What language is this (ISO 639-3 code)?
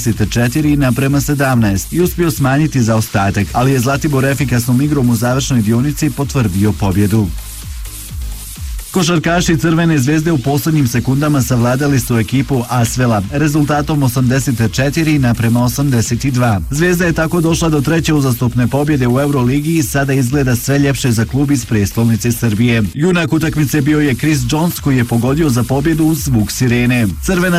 bos